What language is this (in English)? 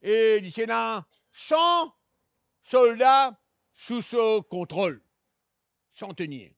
Morisyen